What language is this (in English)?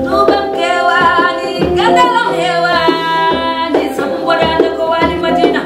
Fula